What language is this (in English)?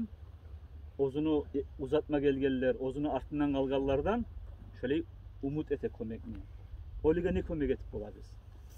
Kumyk